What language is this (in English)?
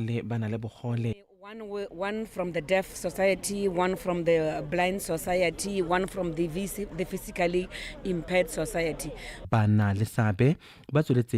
Tswana